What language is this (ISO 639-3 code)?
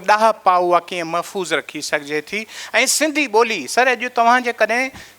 snd